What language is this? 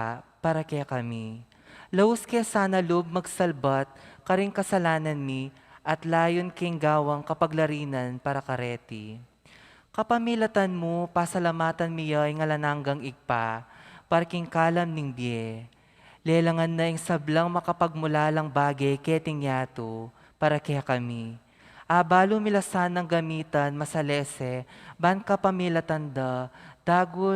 Pampanga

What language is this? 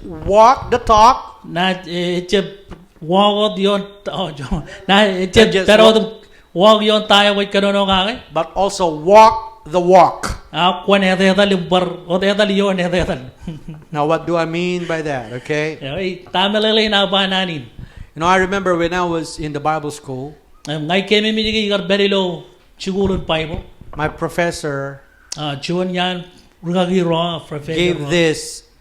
Marshallese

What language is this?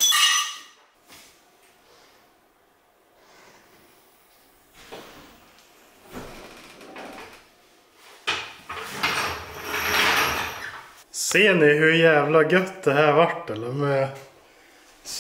Swedish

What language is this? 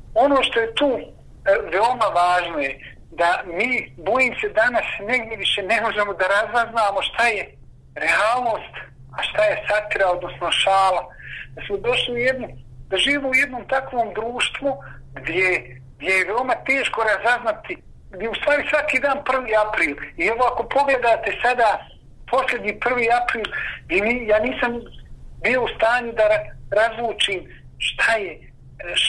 Bosnian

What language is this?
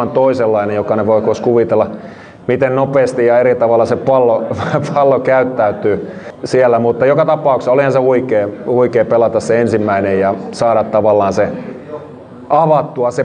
Finnish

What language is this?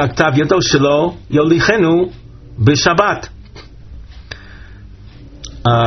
Hebrew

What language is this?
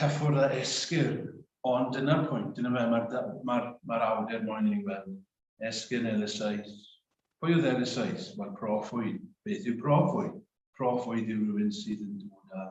Welsh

